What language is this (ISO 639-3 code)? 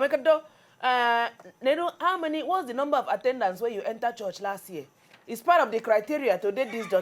pcm